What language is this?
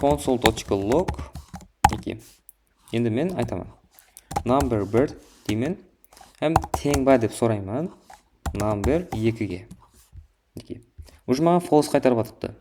Kara-Kalpak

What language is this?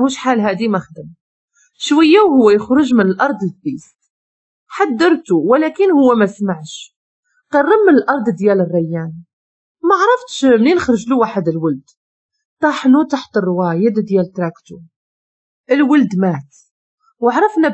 Moroccan Arabic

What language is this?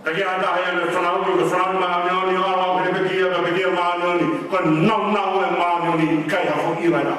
Tongan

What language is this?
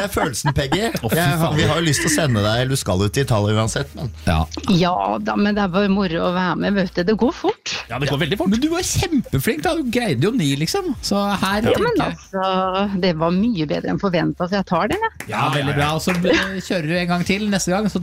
Norwegian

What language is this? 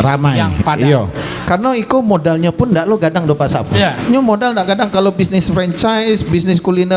Minangkabau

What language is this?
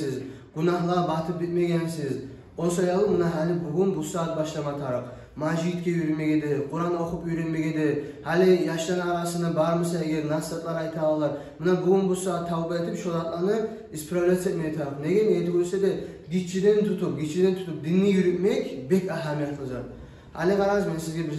Kumyk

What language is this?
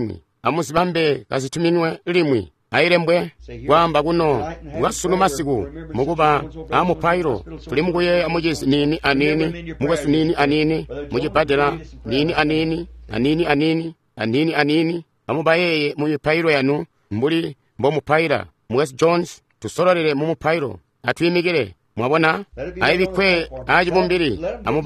Tonga (Zambia)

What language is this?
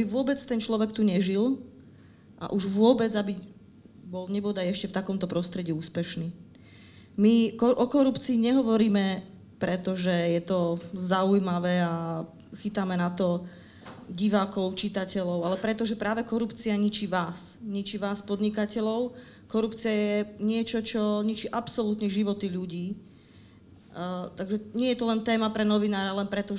Slovak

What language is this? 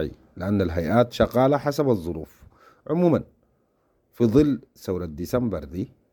Sudanese Arabic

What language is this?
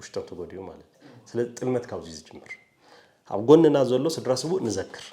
Tigrinya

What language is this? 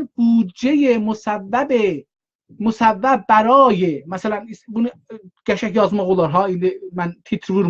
South Azerbaijani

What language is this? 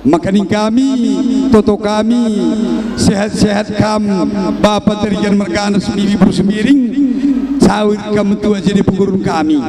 Batak Karo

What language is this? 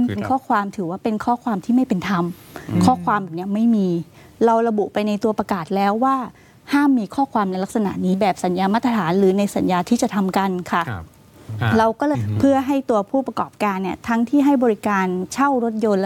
Thai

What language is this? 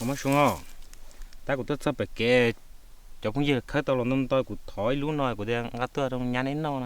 Hmong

